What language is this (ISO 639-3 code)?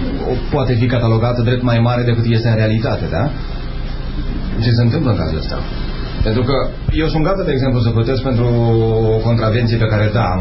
ron